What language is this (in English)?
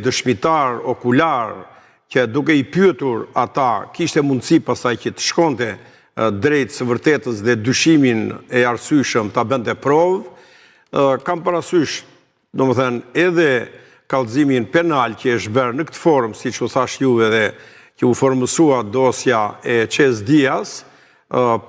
Albanian